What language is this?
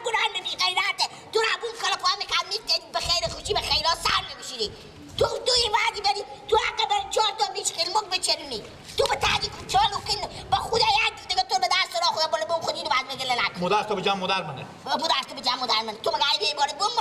Persian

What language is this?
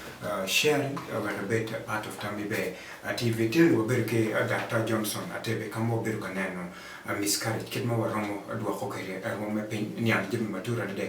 Acoli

